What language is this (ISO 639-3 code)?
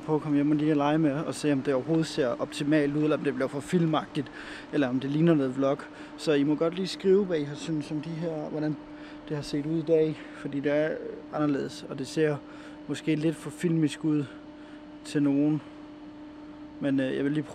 dan